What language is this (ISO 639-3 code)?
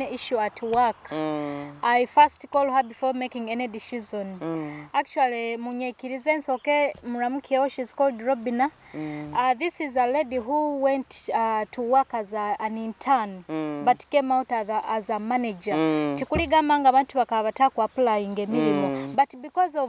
nyo